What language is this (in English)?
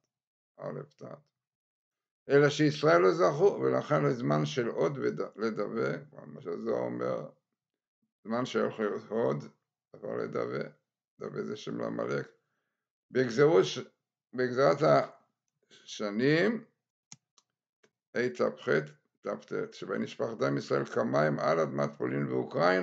Hebrew